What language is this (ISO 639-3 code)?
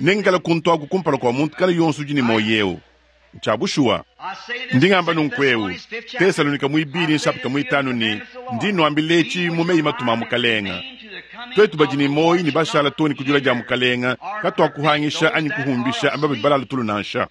lua